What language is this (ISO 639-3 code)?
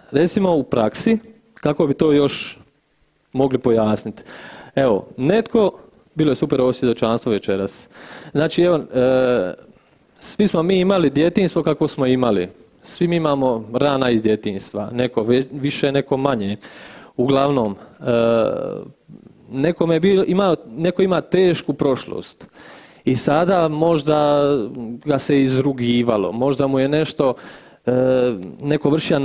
hrv